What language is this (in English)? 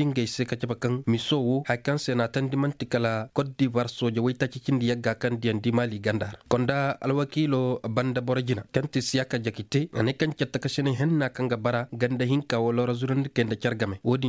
Koyraboro Senni